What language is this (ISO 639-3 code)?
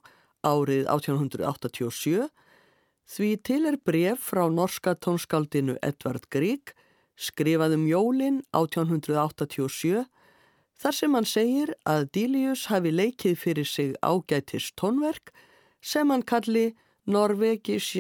isl